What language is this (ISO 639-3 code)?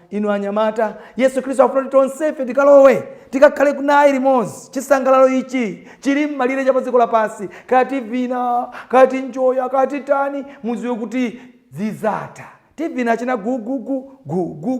nya